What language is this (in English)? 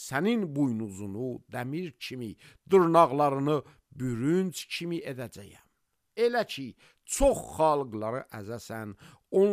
Azerbaijani